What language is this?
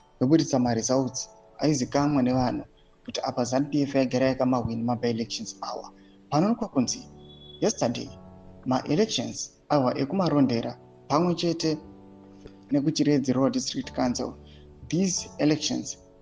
Shona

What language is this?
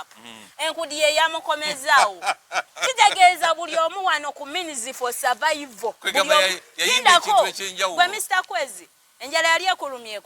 Ganda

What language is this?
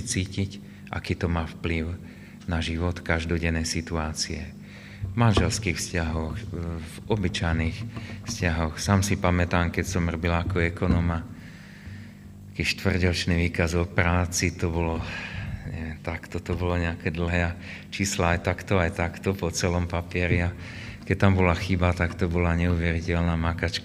Slovak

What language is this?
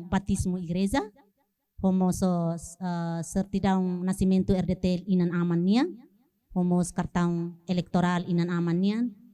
Tetum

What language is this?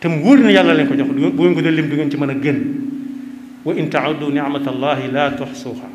Wolof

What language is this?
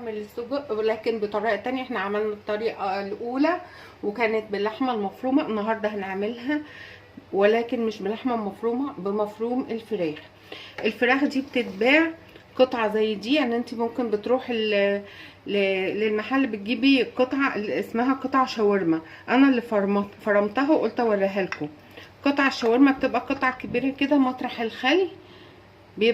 Egyptian Arabic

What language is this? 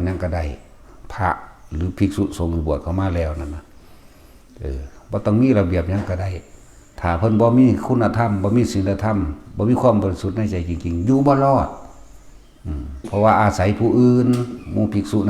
Northeastern Thai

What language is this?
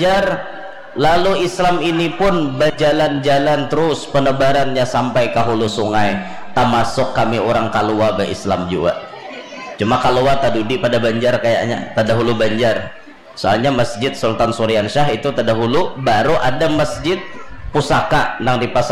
Banjar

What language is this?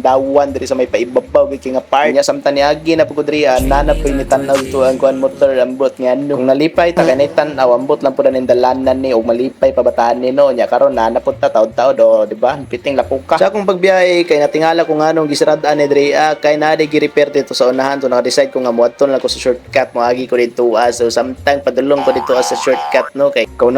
Cebuano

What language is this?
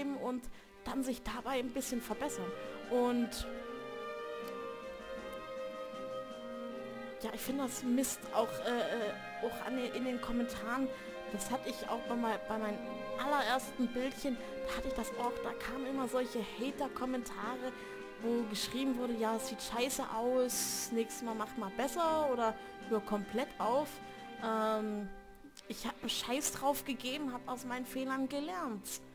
German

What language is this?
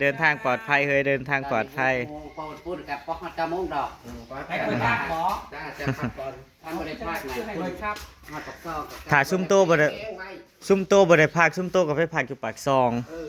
Northeastern Thai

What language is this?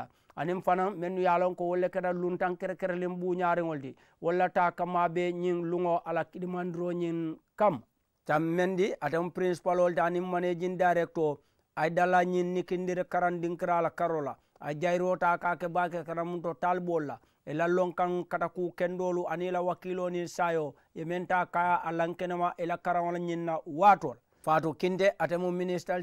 Mandingo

